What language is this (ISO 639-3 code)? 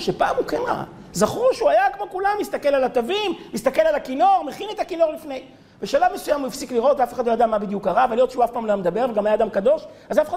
heb